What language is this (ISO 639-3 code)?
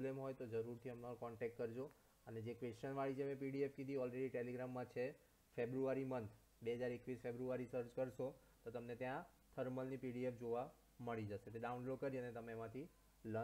guj